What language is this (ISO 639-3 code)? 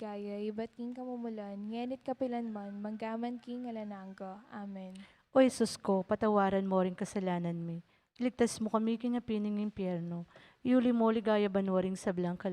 pam